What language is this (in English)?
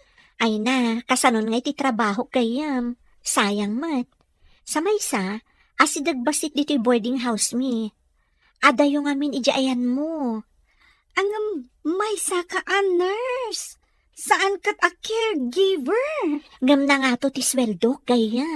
Iloko